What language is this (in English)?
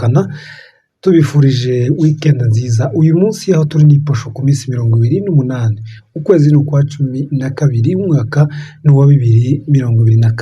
Kinyarwanda